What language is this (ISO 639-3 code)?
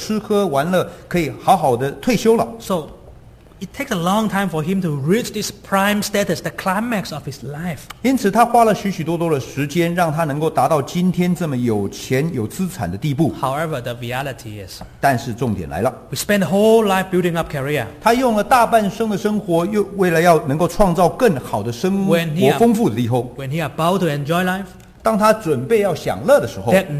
zho